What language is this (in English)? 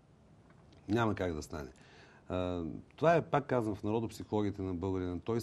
Bulgarian